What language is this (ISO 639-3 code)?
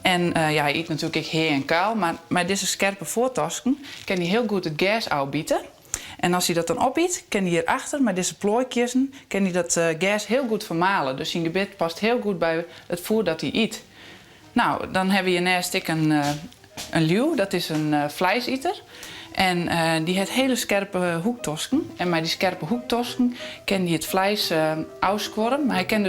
fry